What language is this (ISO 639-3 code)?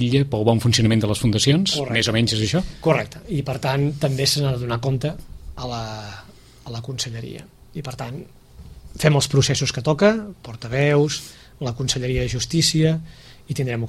cat